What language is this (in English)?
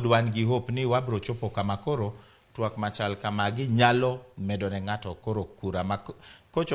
Luo (Kenya and Tanzania)